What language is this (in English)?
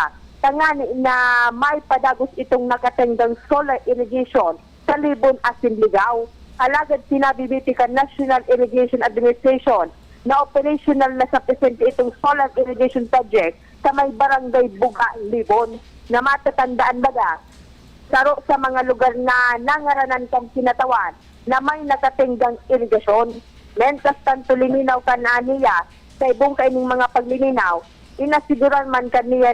Bikol